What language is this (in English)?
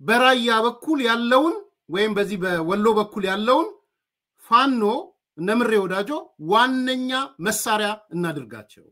Amharic